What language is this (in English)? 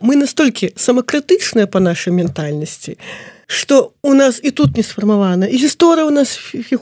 Belarusian